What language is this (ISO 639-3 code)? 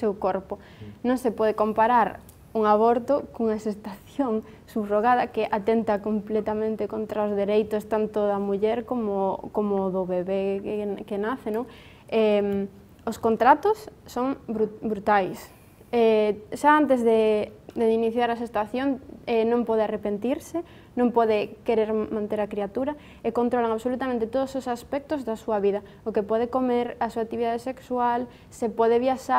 glg